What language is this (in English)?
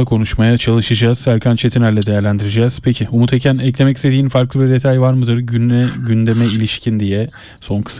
Turkish